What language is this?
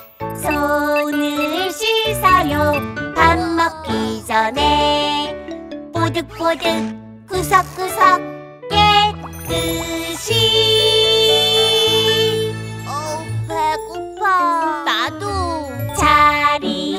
Korean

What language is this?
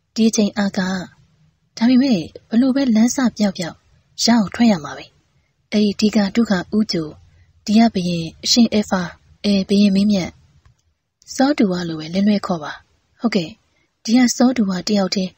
Burmese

